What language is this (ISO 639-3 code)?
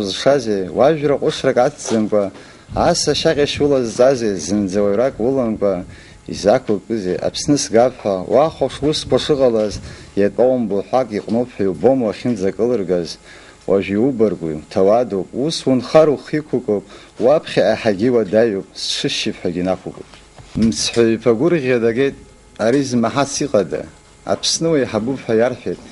abk